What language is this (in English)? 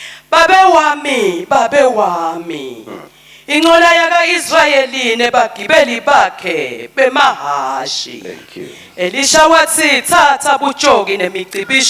Swati